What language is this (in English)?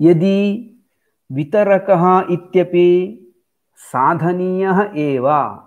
Sanskrit